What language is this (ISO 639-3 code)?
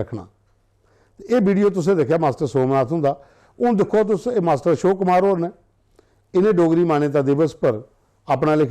doi